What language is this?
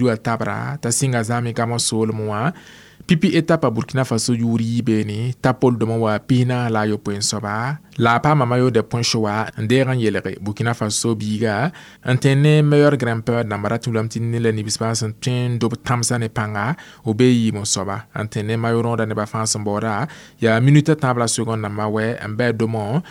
Mossi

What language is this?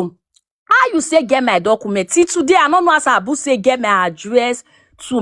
Nigerian Pidgin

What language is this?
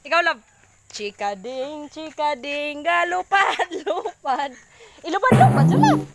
Cebuano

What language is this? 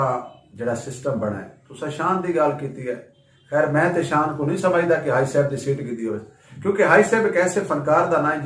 Saraiki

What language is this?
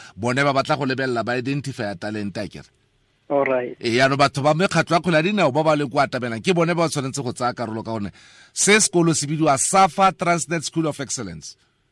Tswana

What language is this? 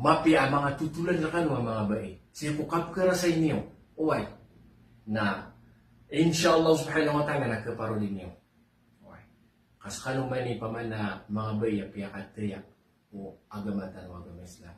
Maranao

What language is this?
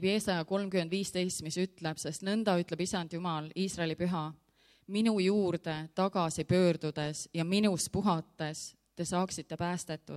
Estonian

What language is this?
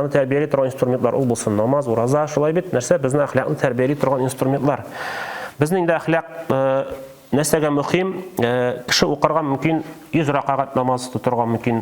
Tatar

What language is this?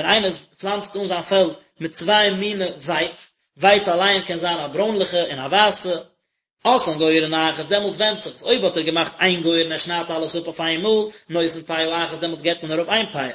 Yiddish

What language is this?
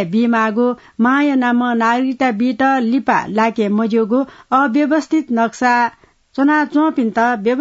Newari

